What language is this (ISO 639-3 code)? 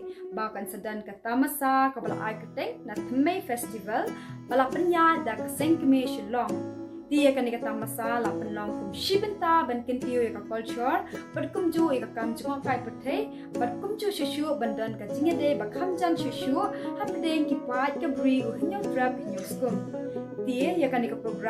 kha